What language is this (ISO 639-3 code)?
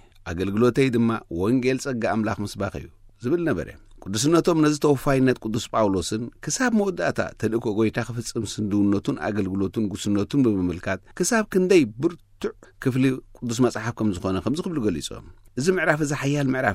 tir